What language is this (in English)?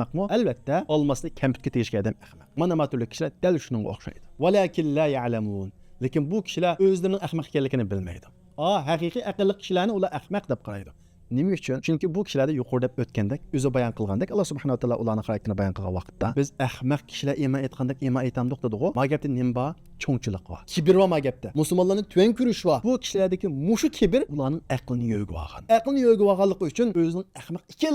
Uyghur